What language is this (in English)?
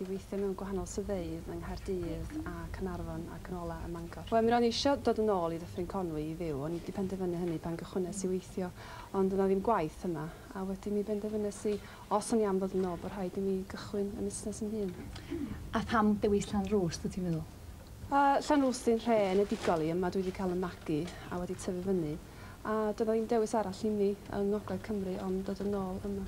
Welsh